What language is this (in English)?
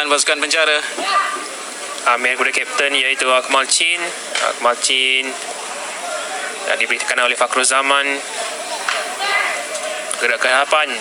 Malay